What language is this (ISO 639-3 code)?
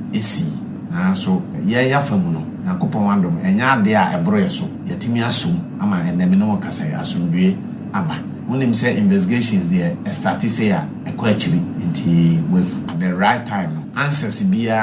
aka